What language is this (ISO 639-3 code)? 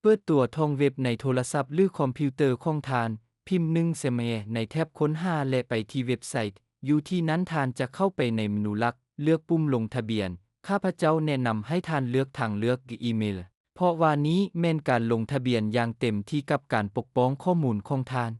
lao